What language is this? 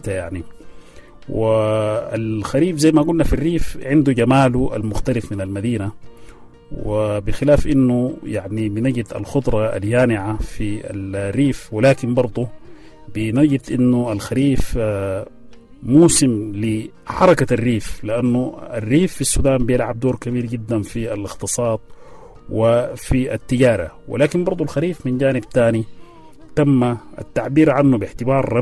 Sudanese Arabic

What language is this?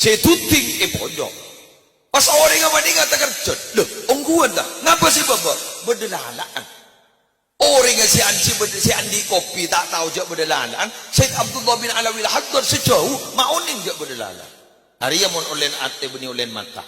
Madurese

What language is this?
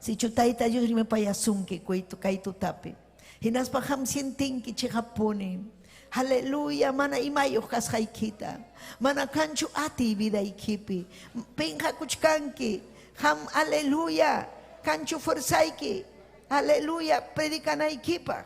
Ayacucho Quechua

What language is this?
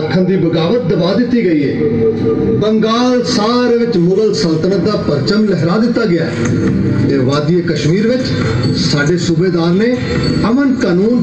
Punjabi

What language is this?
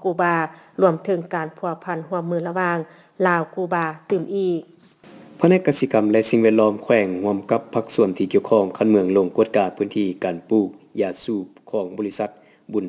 Lao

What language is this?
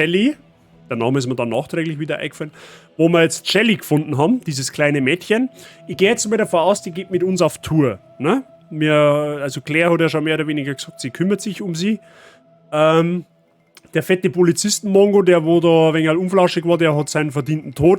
Bavarian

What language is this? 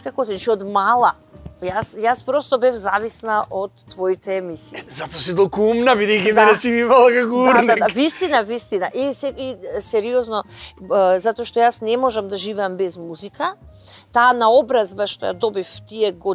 Macedonian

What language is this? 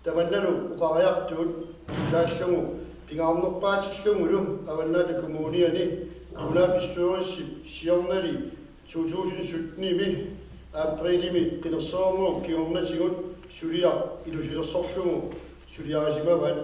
Kalaallisut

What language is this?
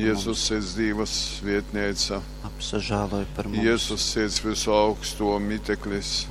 Latgalian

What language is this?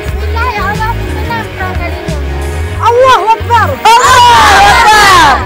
Achinese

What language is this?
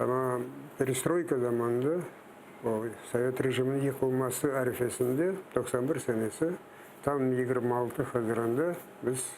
Crimean Tatar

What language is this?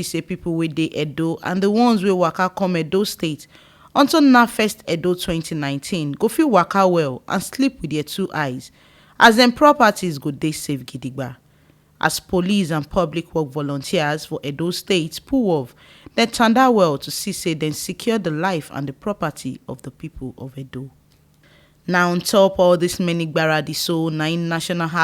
Nigerian Pidgin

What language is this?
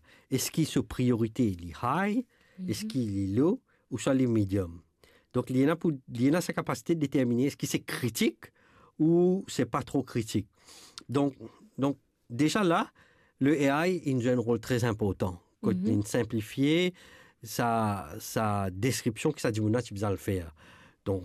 Morisyen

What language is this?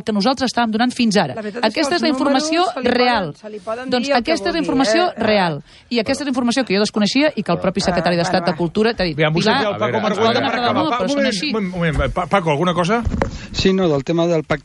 Catalan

